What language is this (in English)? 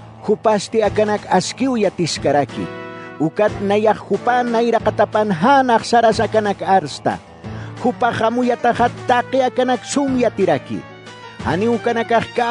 Aymara